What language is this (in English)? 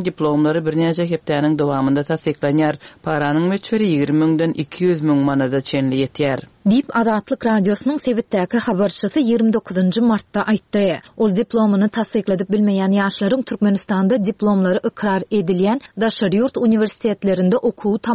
Turkmen